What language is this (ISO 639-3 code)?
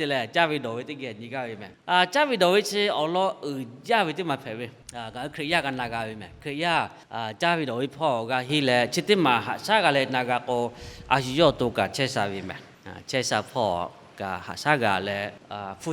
lhu